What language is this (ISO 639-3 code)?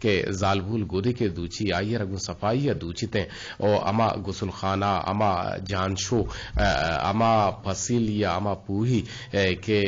bgp